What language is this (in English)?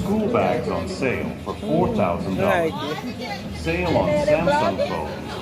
Jamaican Creole English